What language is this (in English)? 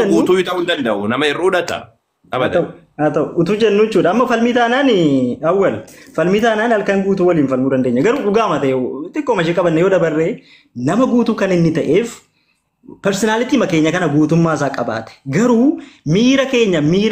Oromo